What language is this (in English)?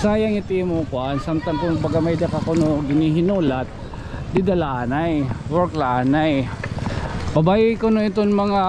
Waray